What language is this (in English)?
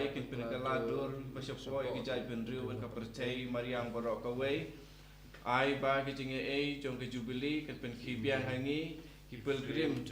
Khasi